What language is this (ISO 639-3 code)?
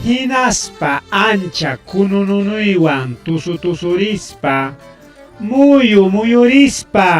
quy